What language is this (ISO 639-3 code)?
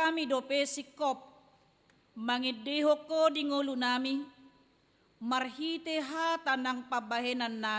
bbc